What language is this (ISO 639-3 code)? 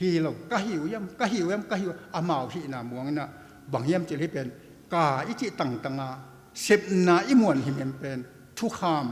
ctd